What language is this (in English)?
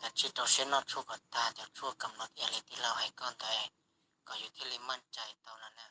Hmong